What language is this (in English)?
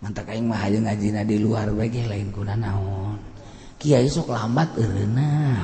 Sundanese